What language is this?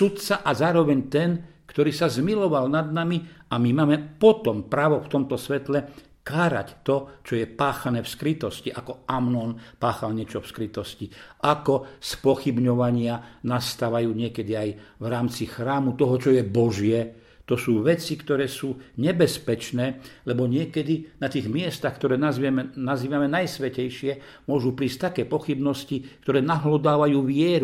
Slovak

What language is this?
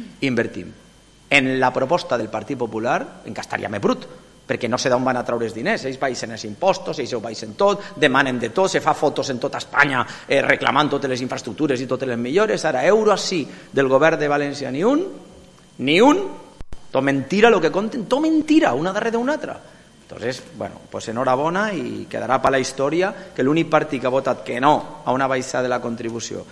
Catalan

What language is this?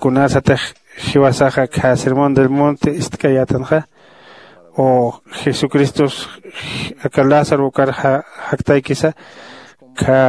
Aymara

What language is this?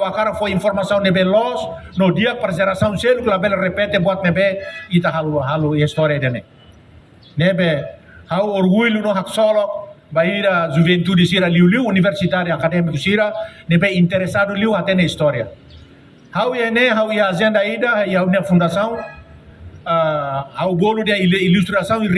Tetum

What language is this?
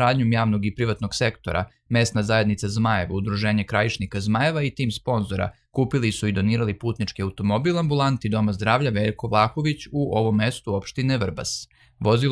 Serbian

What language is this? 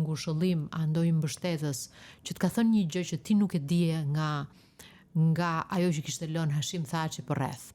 Albanian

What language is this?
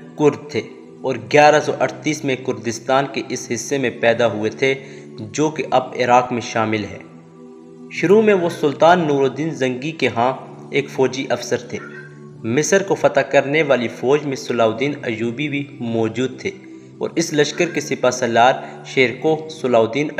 Urdu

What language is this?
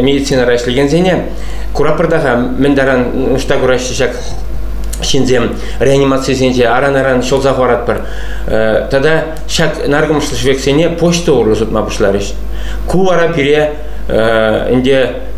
Chuvash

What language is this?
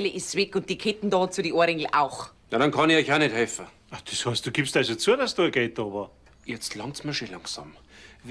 Bavarian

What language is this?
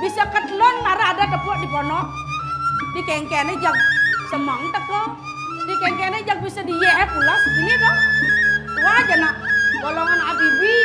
Balinese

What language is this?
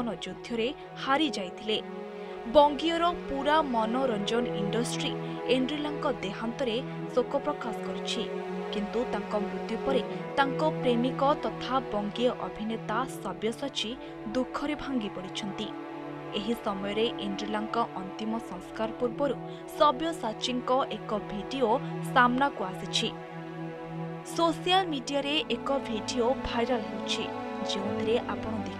Odia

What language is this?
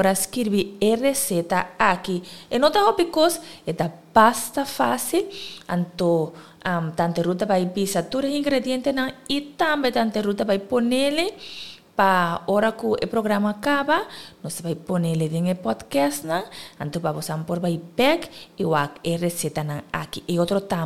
Papiamento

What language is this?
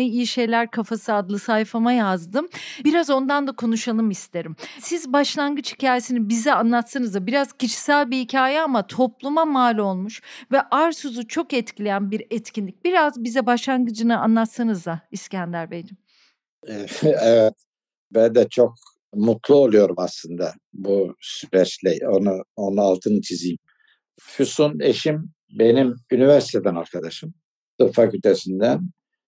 Turkish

